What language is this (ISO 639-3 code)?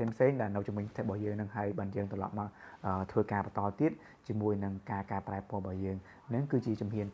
khm